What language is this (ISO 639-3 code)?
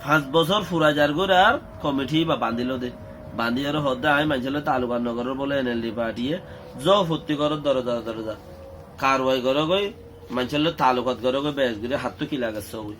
rhg